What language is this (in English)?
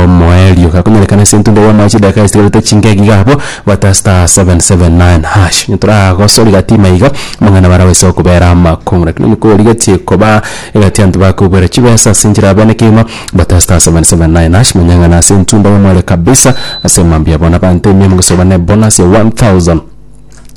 Gusii